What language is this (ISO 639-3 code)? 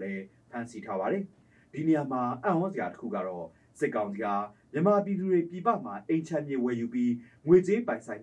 mya